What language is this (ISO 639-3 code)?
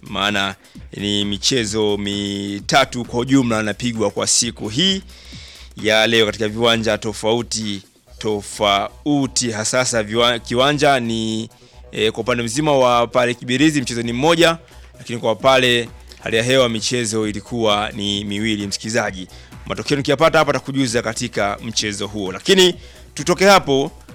swa